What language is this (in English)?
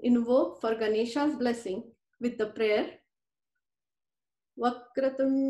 English